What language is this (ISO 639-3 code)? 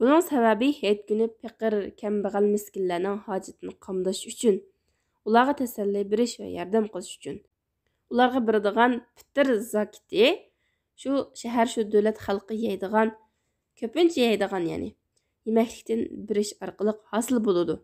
uig